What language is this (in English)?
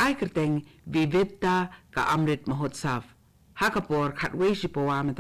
Khasi